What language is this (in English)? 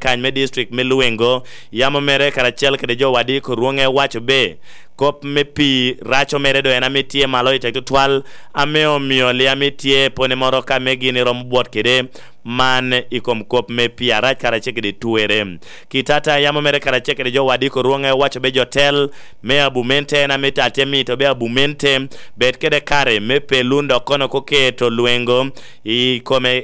Lango (Uganda)